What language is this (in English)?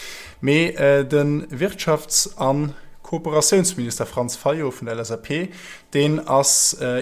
Luxembourgish